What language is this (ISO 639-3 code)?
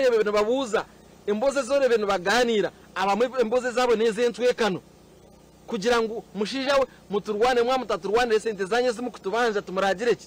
nyn